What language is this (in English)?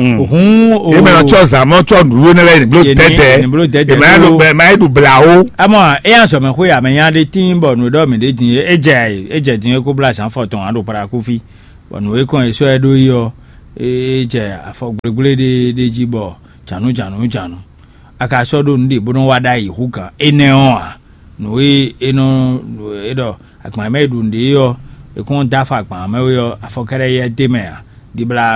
Fon